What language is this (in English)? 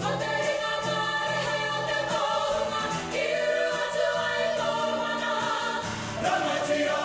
Māori